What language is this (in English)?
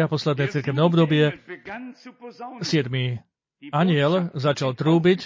Slovak